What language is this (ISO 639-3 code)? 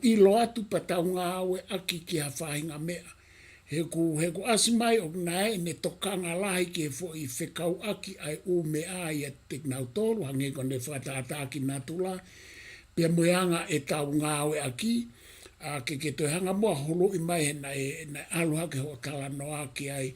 ton